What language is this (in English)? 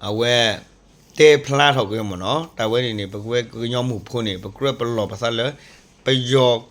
S'gaw Karen